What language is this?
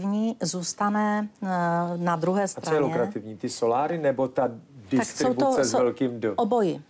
Czech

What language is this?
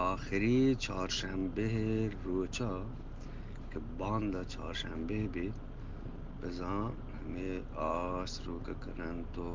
Eastern Balochi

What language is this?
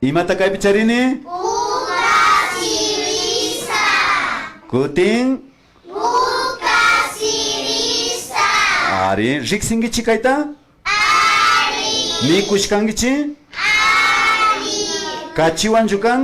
Imbabura Highland Quichua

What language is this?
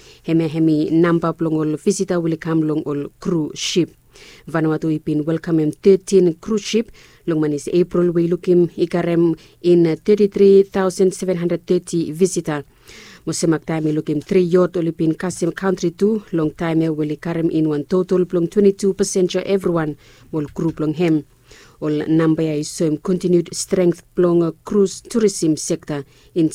Bislama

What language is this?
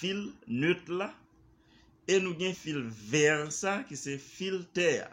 Haitian Creole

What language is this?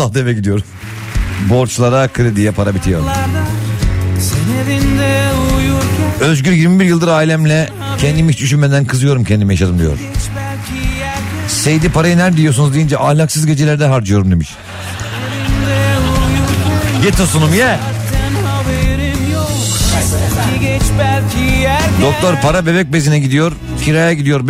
Turkish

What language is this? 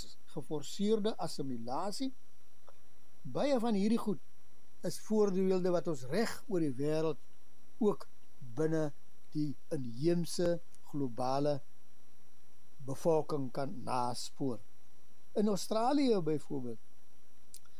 Afrikaans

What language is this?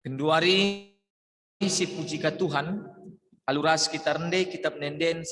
Batak Karo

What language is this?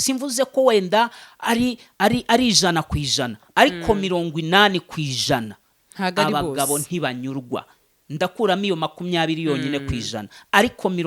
Kinyarwanda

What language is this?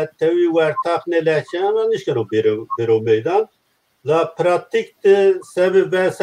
Zaza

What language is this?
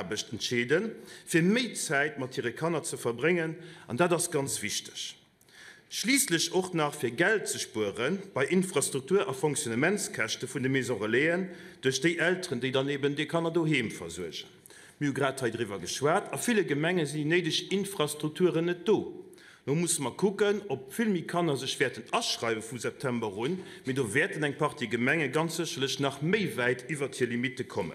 Luxembourgish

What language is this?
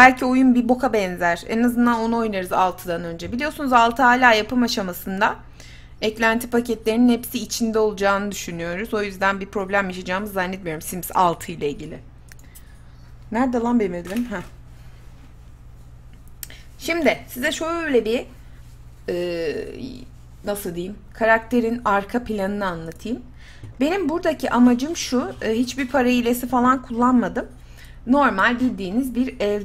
Turkish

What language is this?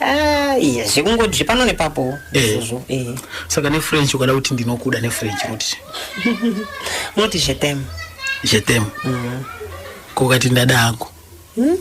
Shona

